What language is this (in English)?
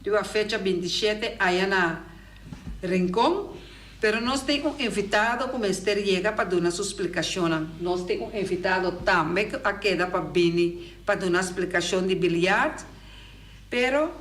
Papiamento